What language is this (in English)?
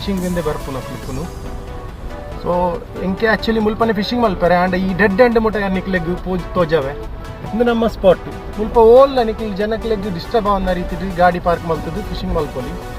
Tulu